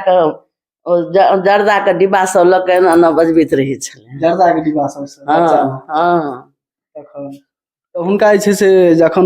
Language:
Maithili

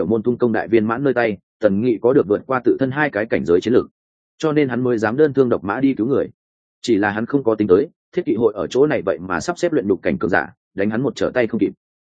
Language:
Vietnamese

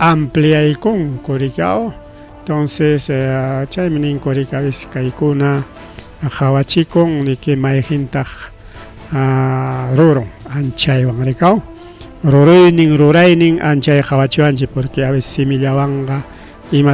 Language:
Ayacucho Quechua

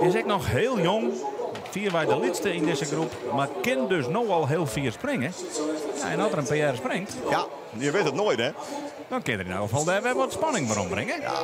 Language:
Western Frisian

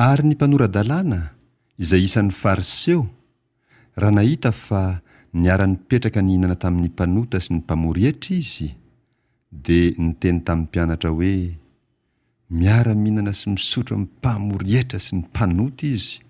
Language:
Malagasy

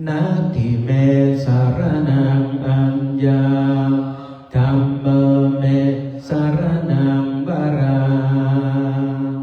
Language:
Pali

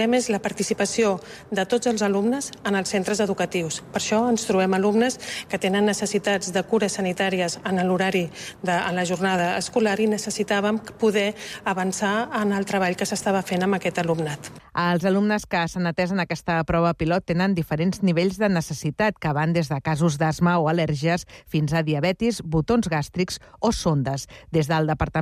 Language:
Catalan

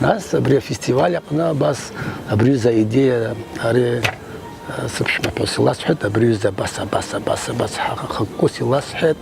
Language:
Abkhazian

